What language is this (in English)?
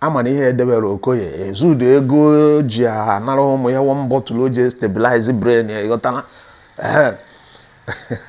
Igbo